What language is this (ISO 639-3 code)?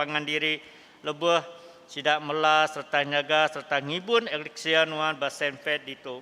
iba